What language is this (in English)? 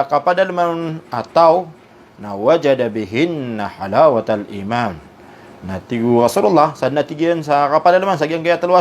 Maranao